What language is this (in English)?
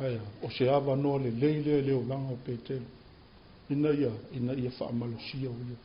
Samoan